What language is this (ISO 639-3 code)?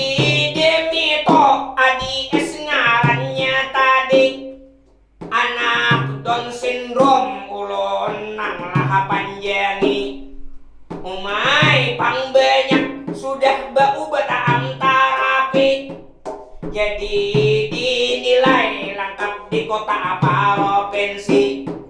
bjn